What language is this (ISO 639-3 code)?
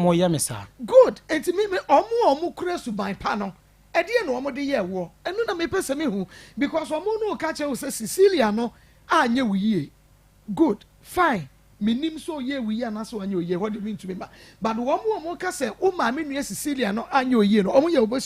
aka